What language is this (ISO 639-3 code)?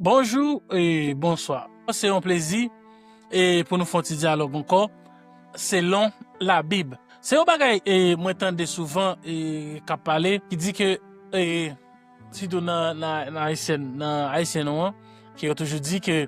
hat